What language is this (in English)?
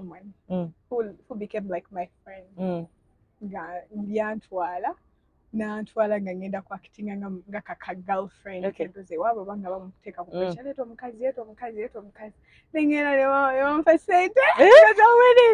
Ganda